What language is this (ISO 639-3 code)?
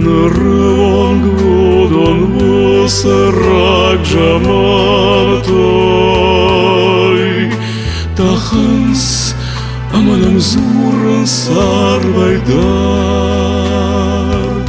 oss